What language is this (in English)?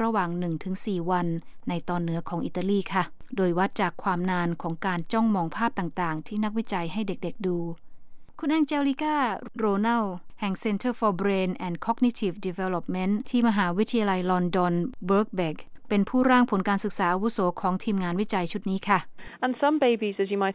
Thai